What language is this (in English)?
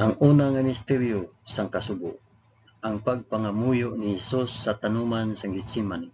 Hiligaynon